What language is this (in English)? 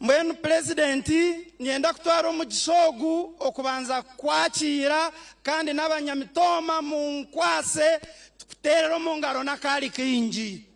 Nyankole